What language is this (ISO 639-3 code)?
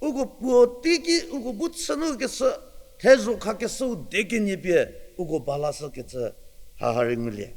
njm